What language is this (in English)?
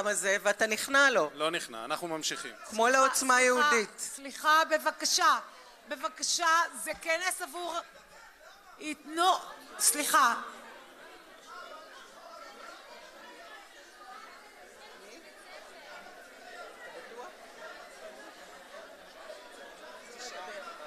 Hebrew